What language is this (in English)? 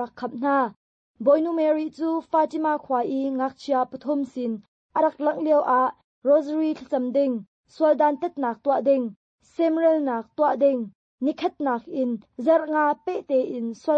Hakha Chin